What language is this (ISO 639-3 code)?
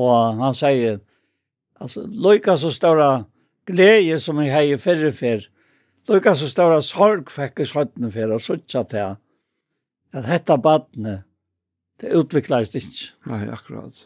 fao